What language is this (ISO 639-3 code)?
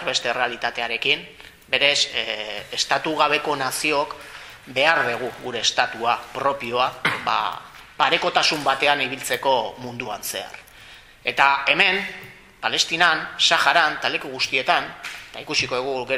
eus